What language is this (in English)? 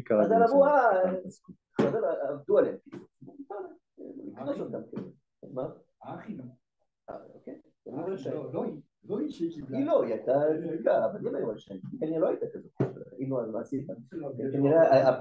Hebrew